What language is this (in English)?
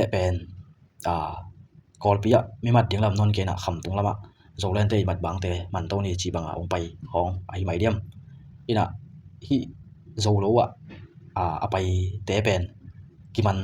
Tedim Chin